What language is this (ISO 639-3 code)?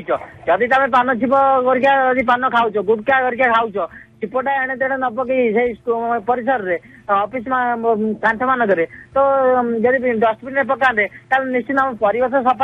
ori